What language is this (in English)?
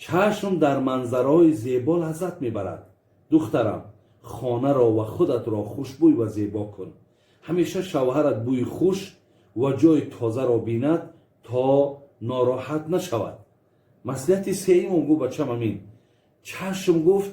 Tajik